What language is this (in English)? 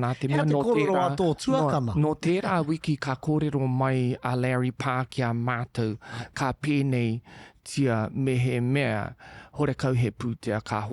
Māori